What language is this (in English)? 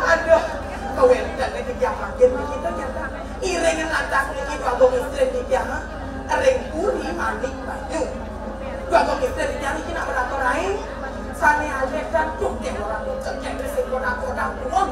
Balinese